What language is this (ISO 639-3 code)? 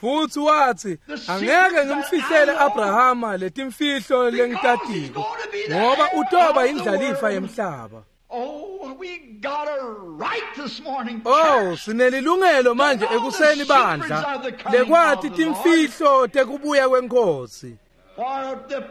ssw